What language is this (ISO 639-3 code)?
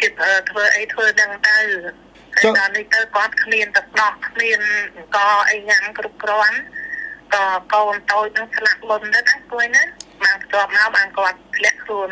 khm